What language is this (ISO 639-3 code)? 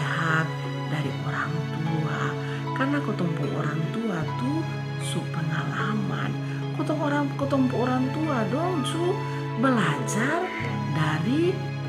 mkn